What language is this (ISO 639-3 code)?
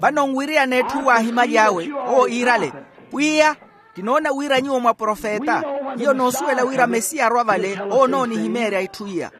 vmw